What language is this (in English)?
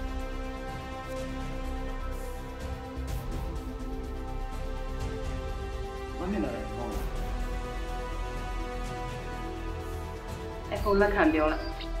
Burmese